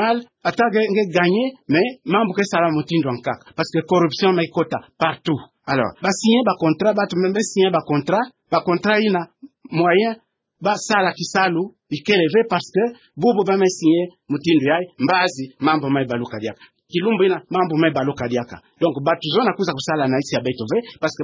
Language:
Kituba (Democratic Republic of Congo)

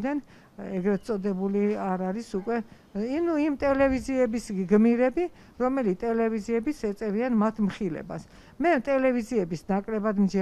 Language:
Georgian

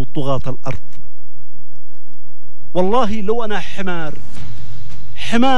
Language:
Arabic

